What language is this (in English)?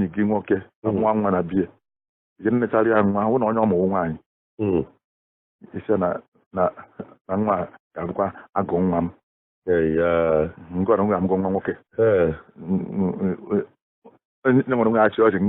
Igbo